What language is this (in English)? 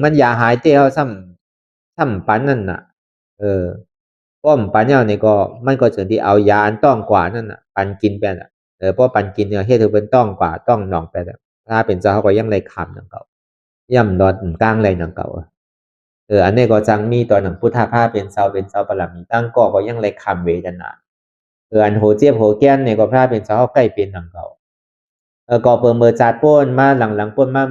Shan